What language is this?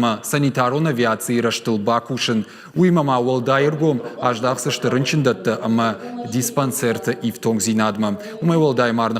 Ossetic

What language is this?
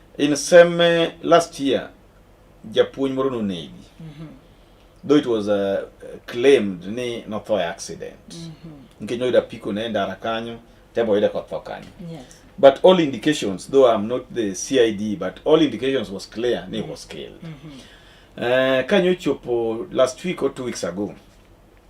Luo (Kenya and Tanzania)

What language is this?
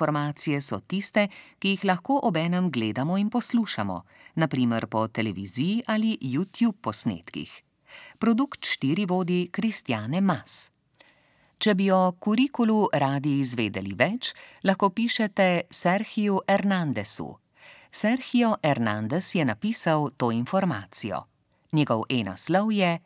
Slovenian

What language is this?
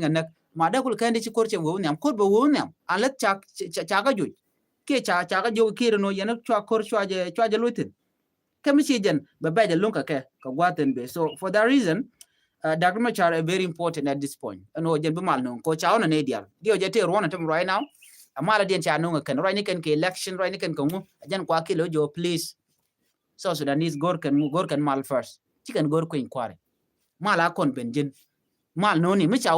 Nuer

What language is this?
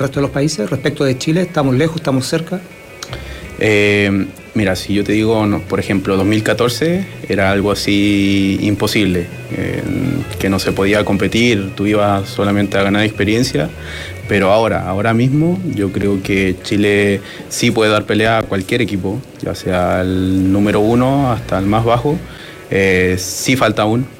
Spanish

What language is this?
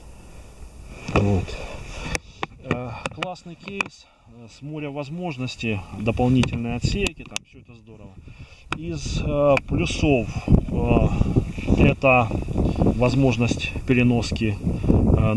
Russian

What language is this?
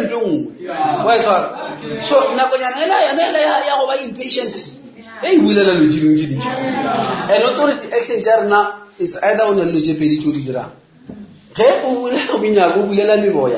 Northern Sotho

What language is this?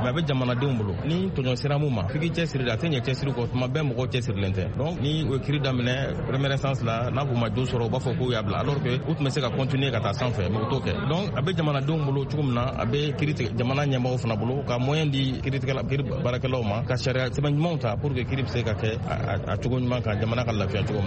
Bambara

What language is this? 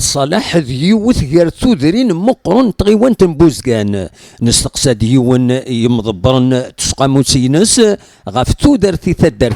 Kabyle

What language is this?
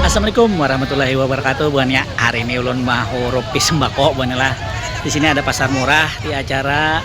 Banjar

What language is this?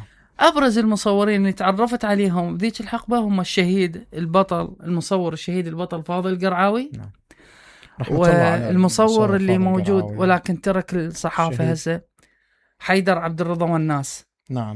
Mesopotamian Arabic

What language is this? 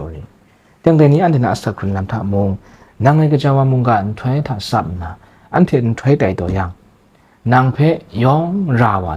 Kachin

